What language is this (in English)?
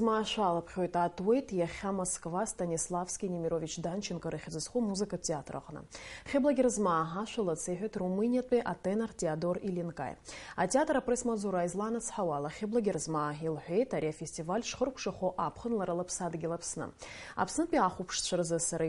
Abkhazian